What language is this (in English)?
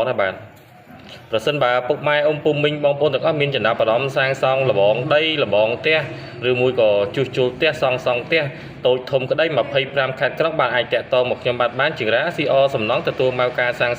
Khmer